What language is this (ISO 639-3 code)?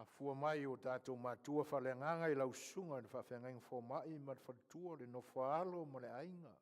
smo